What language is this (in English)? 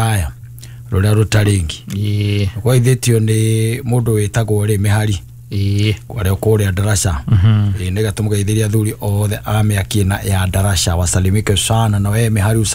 Kikuyu